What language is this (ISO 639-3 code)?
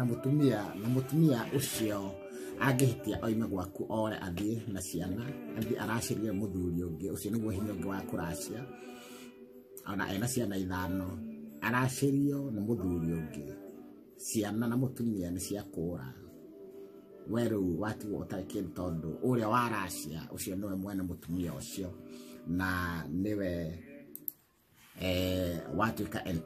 kik